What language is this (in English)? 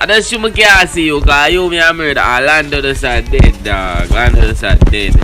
Jamaican Creole English